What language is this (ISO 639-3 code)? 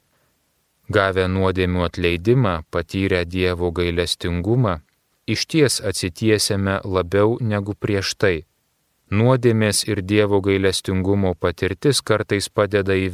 lit